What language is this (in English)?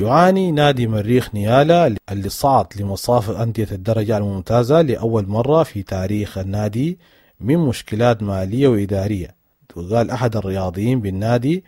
Sudanese Arabic